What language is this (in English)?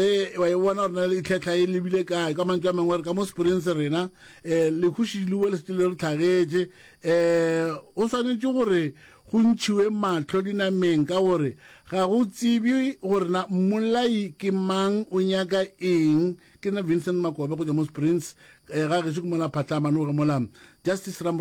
Northern Sotho